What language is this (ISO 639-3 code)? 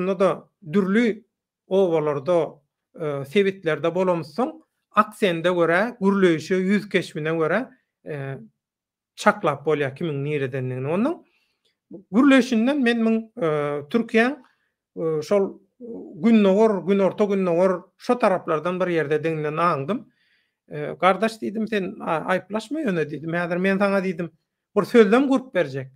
tuk